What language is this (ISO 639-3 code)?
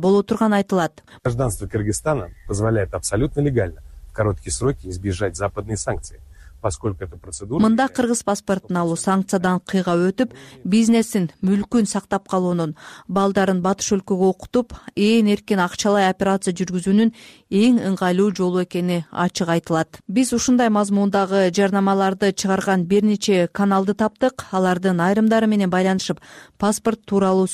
kir